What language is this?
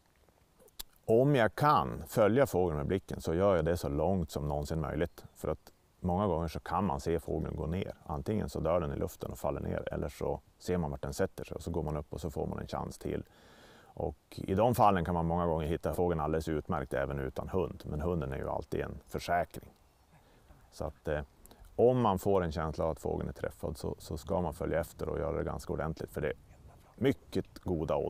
Swedish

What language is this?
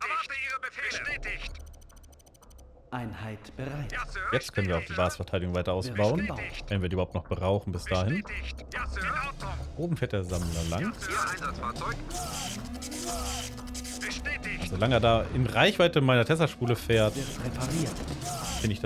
German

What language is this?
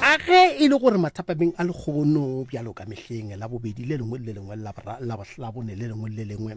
Northern Sotho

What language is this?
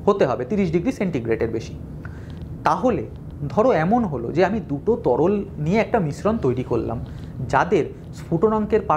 Bangla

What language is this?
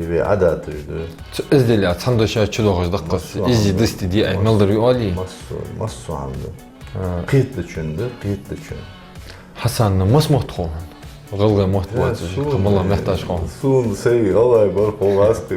Ingush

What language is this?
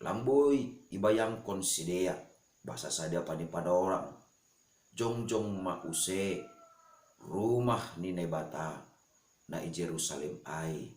Batak Simalungun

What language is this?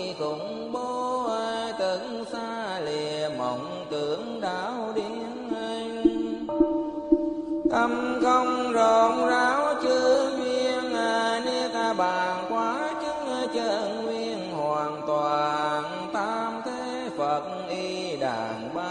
Vietnamese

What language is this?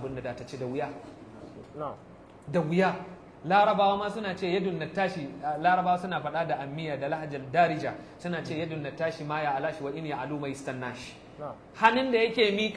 Hausa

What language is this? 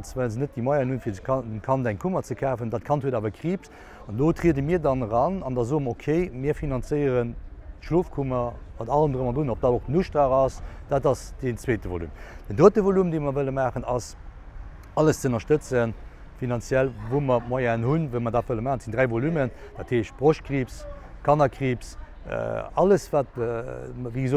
Luxembourgish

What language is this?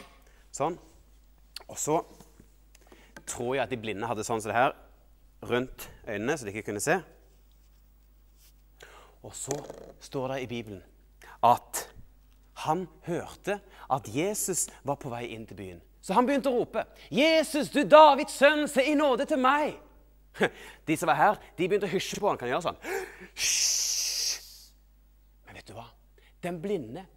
Norwegian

